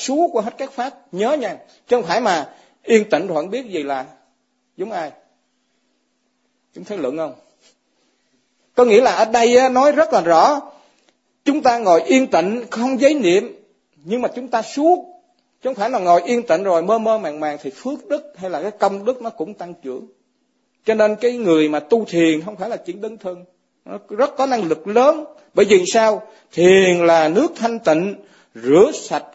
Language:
Vietnamese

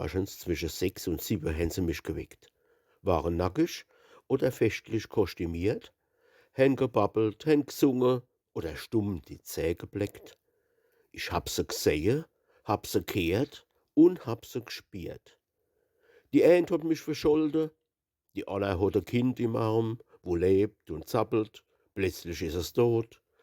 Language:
Palatine German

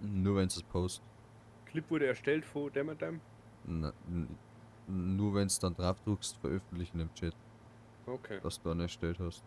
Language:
Bavarian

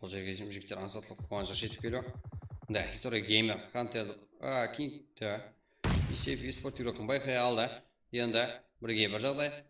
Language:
Kara-Kalpak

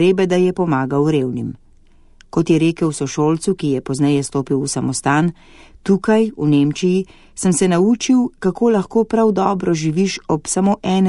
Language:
Slovenian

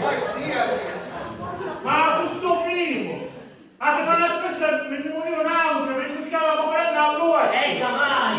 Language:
Sicilian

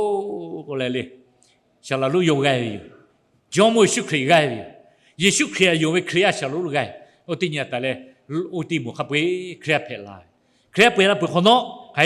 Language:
Lahu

